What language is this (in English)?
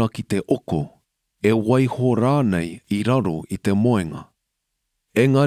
Māori